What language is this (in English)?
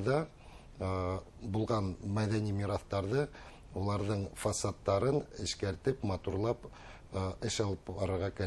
Bashkir